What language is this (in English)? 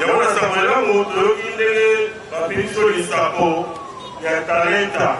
Lingala